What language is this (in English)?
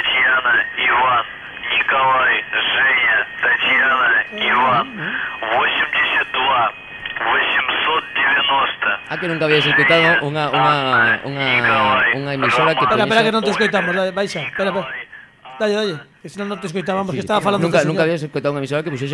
Galician